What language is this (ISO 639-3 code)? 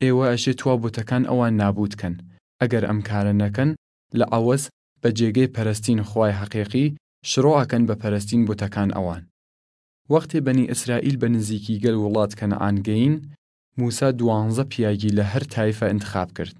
sdh